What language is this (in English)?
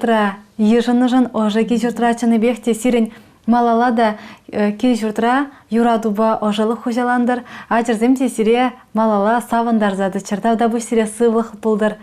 Chuvash